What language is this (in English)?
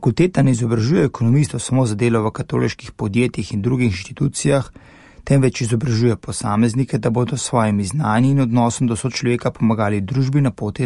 Slovenian